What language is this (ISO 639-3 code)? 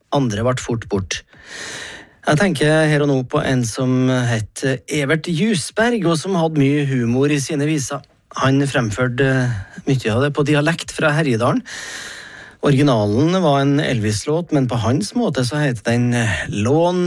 nor